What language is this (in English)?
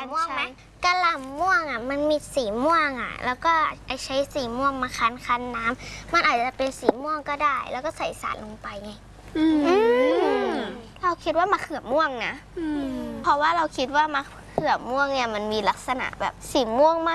Thai